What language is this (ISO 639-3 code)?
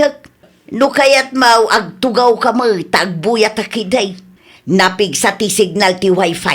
ilo